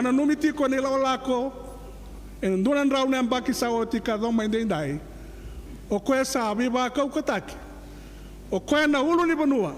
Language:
Fijian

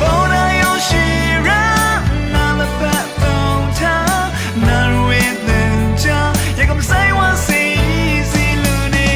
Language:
Rawang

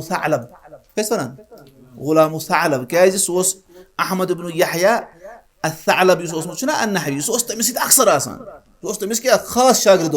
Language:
Kashmiri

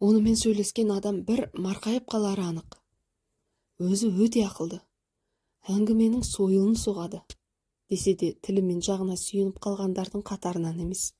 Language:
Kazakh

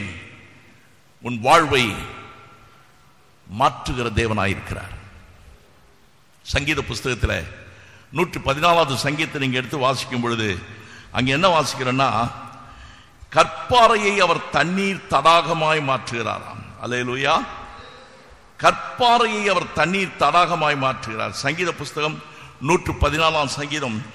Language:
Tamil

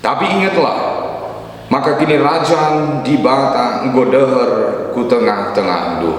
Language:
Batak Karo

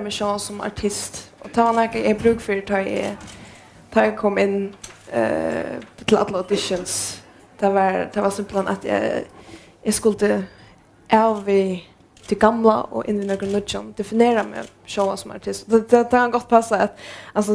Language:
Faroese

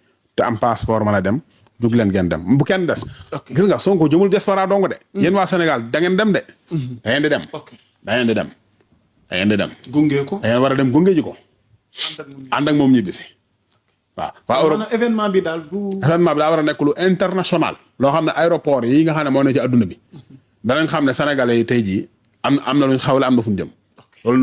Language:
Wolof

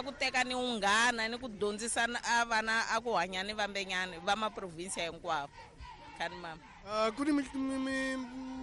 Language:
Tsonga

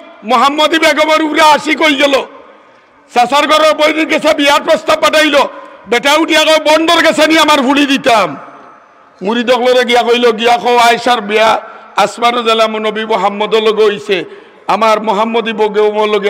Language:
Sylheti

